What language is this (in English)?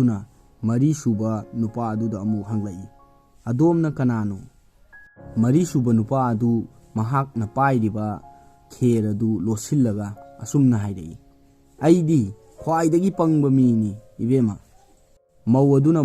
Manipuri